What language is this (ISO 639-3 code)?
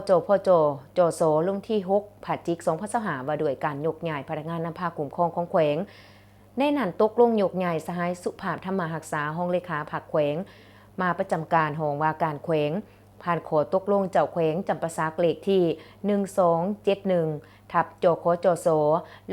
lao